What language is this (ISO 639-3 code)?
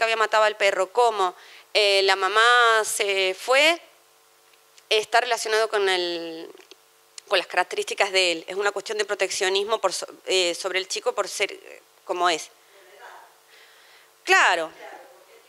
spa